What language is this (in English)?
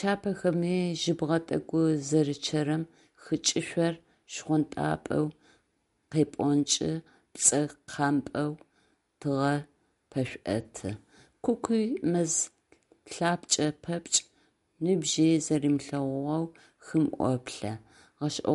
Adyghe